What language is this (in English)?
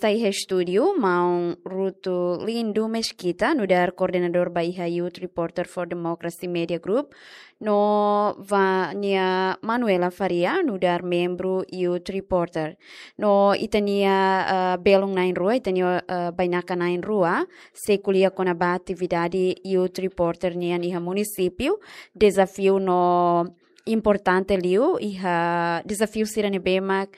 Tetum